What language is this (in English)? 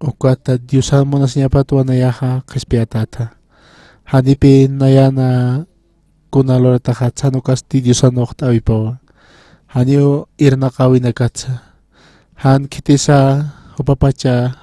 Aymara